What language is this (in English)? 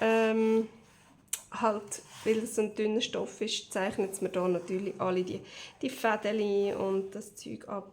Swiss German